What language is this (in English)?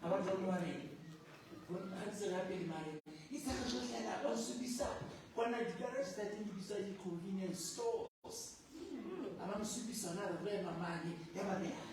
Southern Sotho